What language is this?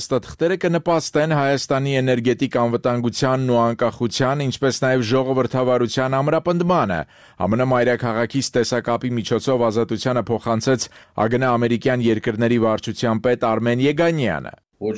Armenian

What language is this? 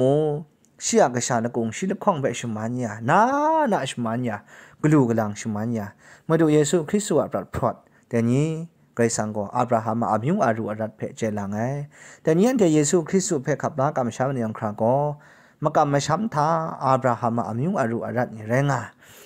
Kachin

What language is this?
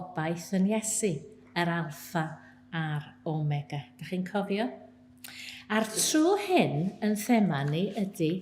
Welsh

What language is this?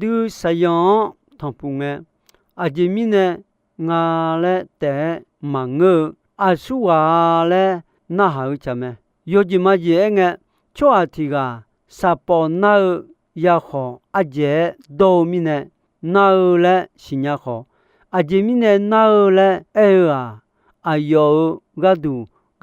Akha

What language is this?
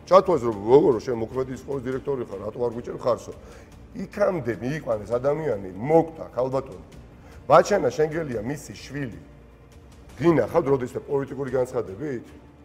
Georgian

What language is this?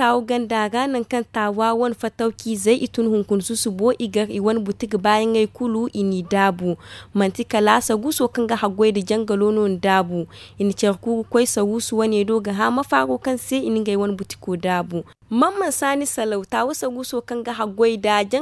Zarma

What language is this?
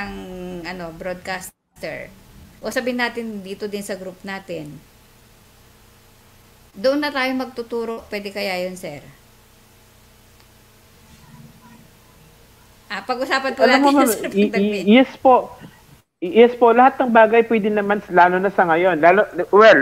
Filipino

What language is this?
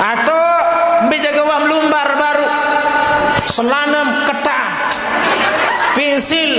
Sasak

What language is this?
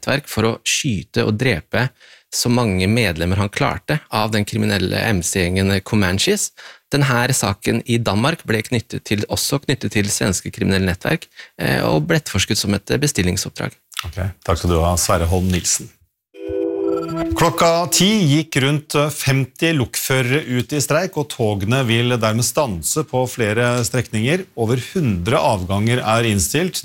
Norwegian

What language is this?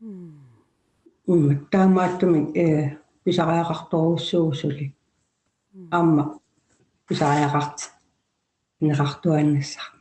Kalaallisut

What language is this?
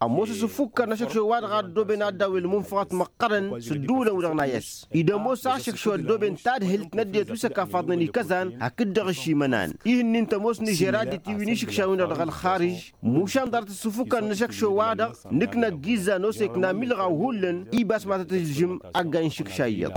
Tamasheq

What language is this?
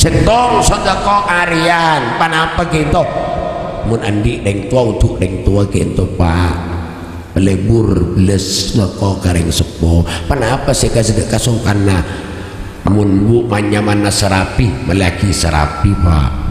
Madurese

